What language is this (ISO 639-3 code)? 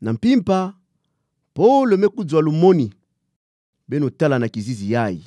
ktu